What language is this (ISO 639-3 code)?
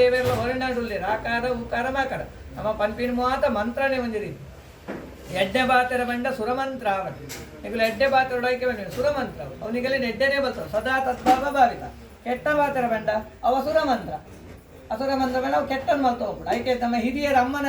tcy